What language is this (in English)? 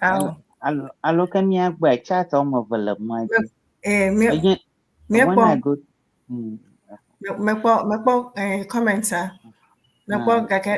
Ewe